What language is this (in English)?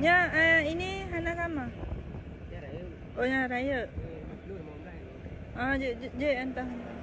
Achinese